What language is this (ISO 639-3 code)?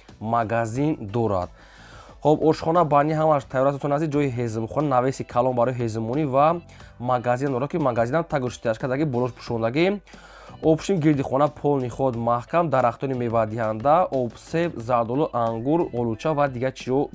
tgk